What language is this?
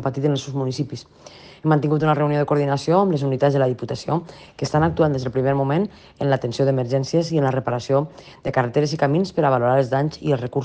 Catalan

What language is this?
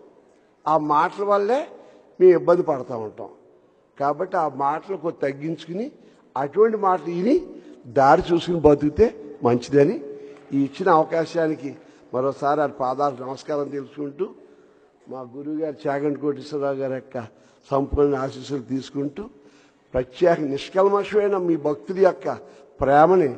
Telugu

